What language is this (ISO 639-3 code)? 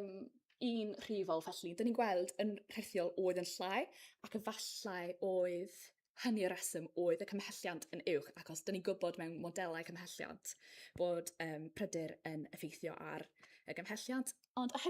cym